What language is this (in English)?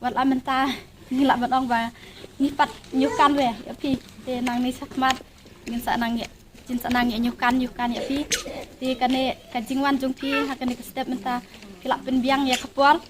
Khasi